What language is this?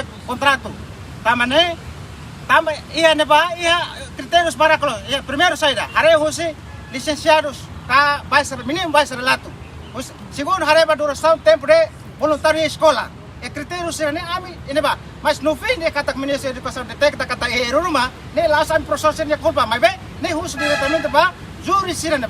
Tetum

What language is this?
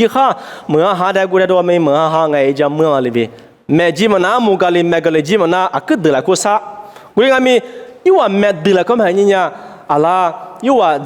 Lisu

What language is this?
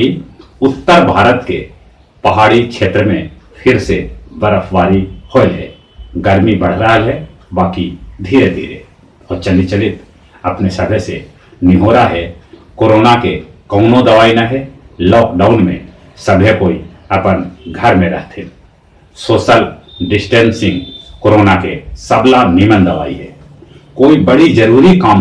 Magahi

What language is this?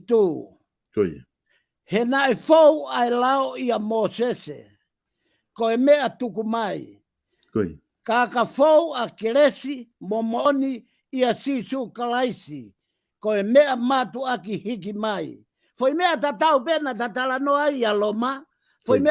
Tongan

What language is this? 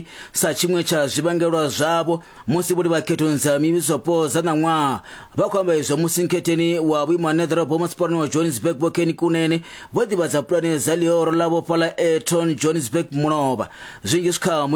Venda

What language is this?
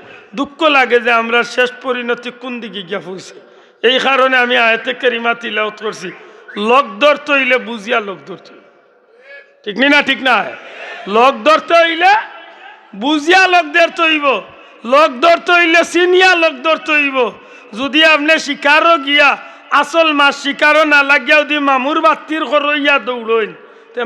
Sylheti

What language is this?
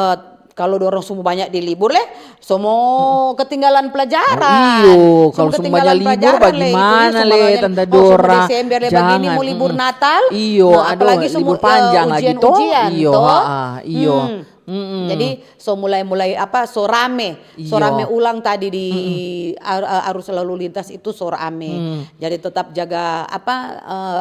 Manado Malay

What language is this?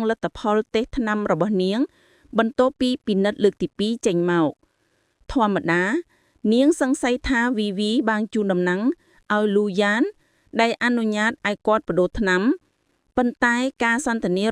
Khmer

